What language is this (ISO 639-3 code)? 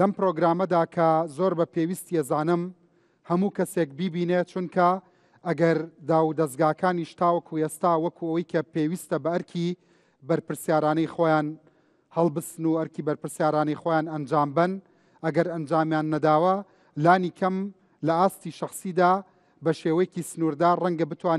ckb